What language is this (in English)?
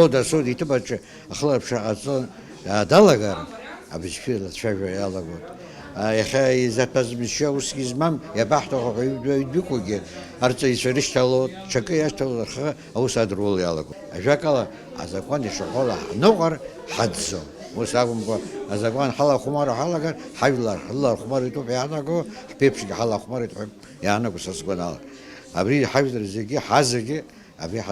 Abkhazian